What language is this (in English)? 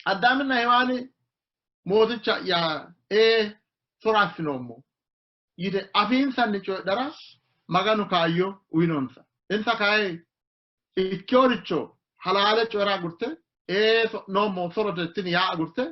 Sidamo